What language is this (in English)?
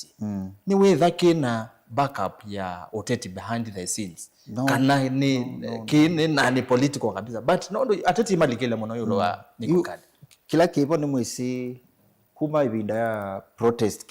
Kamba